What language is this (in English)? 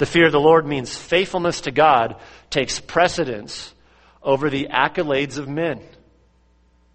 English